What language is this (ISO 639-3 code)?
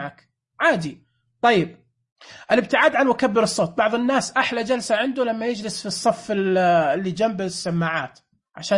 ars